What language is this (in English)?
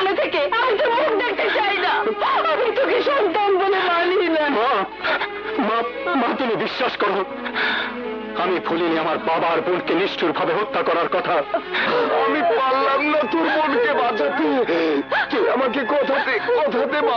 Bangla